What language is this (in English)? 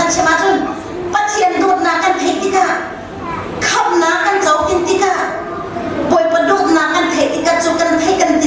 Hakha Chin